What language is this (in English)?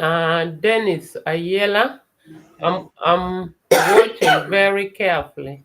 Acoli